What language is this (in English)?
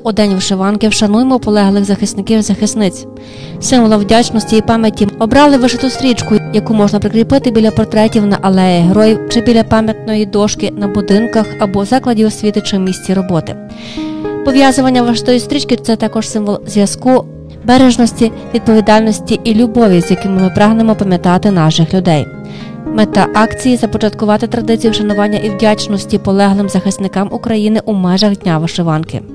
Ukrainian